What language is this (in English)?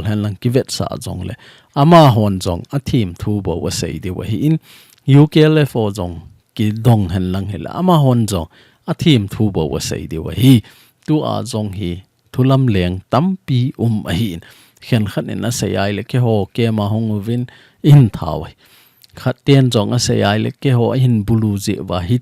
Thado Chin